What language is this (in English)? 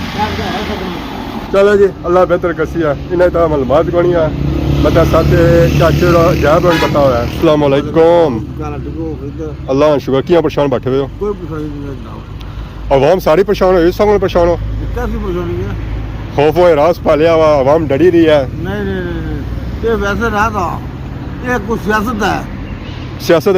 Pahari-Potwari